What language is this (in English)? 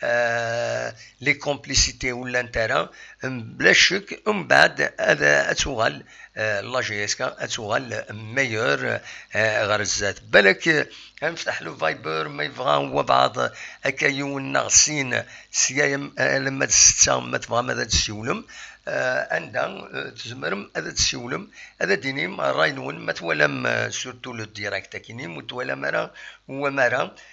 Kabyle